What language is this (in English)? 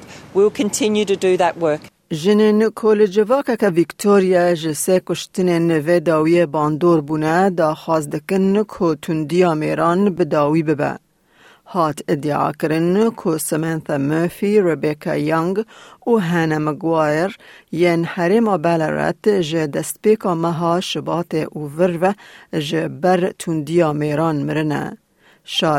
Kurdish